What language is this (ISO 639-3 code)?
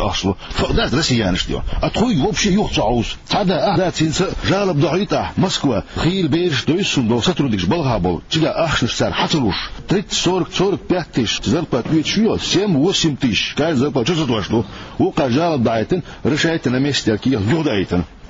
che